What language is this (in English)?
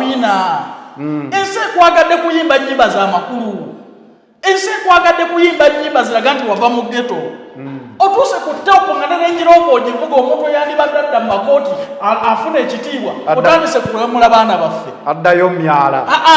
Ganda